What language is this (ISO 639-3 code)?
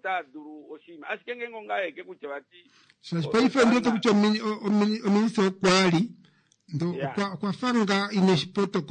kua